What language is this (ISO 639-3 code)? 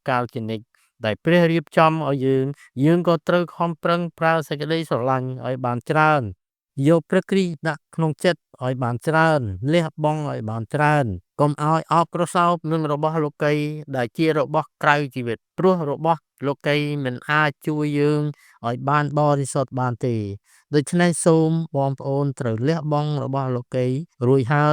khm